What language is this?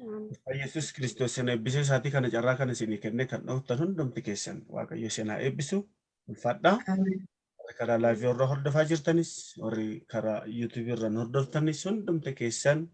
Oromo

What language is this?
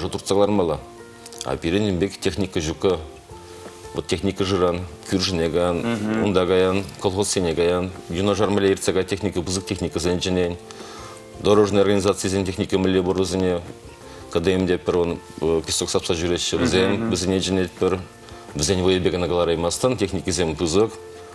Chuvash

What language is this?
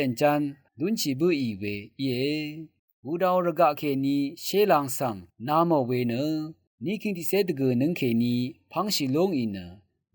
Rawang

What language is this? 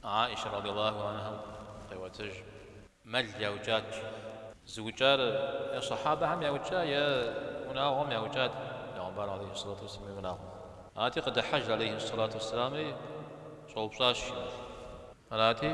Kabardian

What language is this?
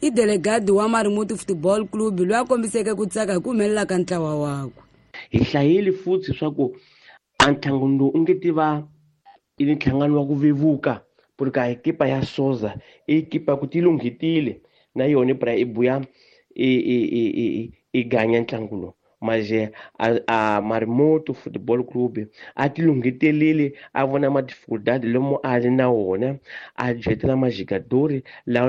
Tsonga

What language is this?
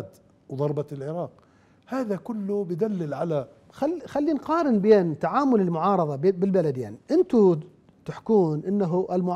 Mesopotamian Arabic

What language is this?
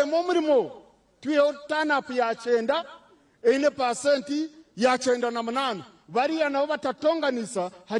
Nyankole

